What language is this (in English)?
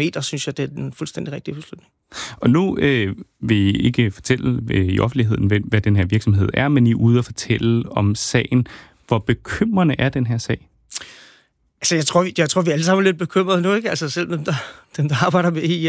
Danish